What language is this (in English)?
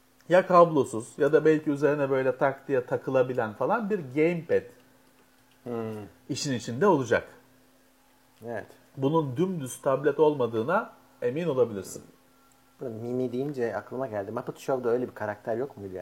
Turkish